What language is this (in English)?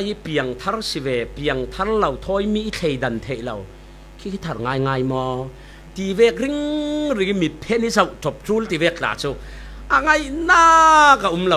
Falam Chin